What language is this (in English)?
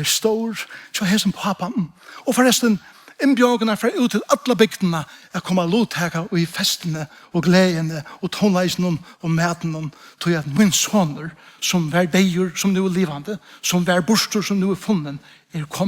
Faroese